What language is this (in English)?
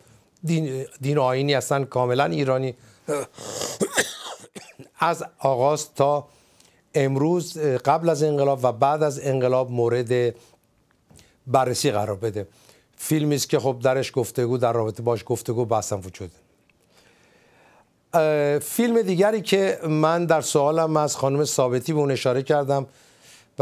Persian